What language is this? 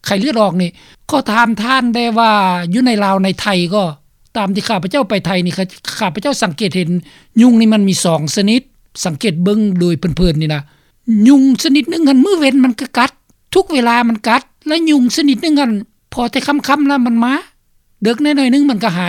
Lao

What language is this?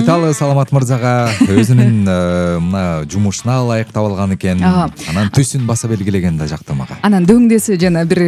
Kyrgyz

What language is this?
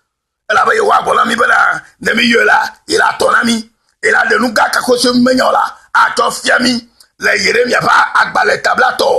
Ewe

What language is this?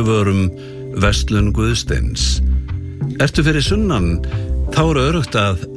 Icelandic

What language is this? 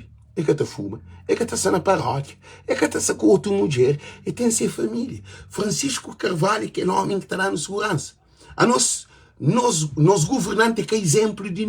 Kabuverdianu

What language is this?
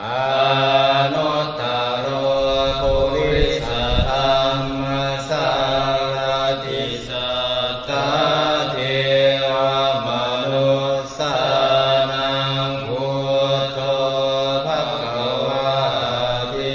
Pali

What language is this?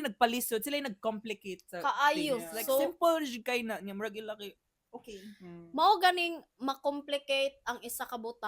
Cebuano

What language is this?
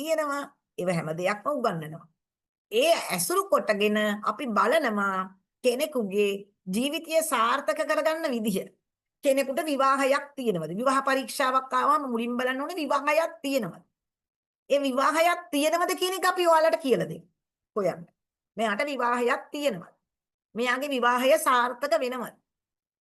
Sinhala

